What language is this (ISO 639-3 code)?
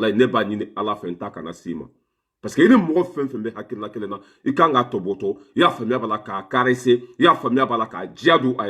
bam